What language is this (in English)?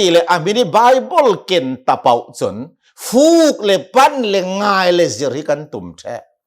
Hakha Chin